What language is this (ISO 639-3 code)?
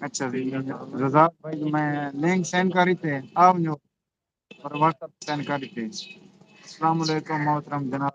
skr